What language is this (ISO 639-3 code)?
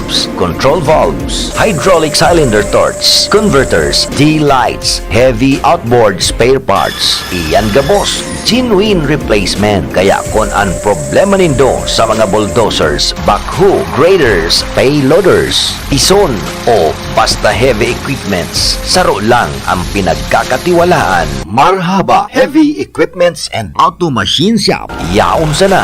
bik